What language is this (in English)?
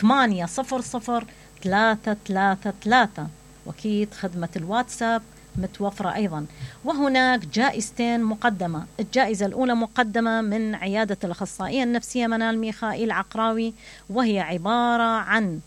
Mesopotamian Arabic